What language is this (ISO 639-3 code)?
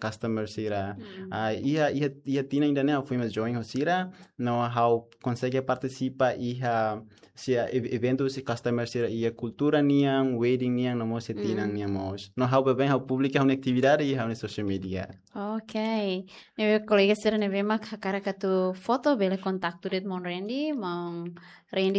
tet